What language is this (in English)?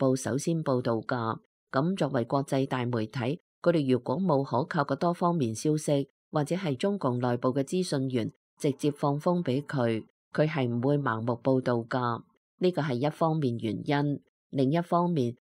Cantonese